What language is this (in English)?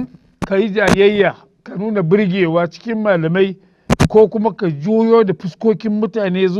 Hausa